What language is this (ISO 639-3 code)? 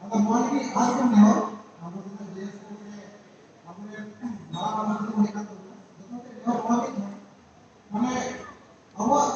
sat